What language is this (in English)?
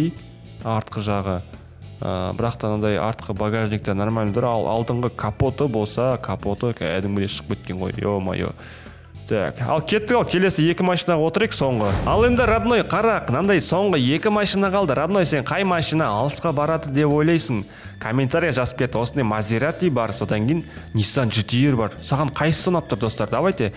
Kazakh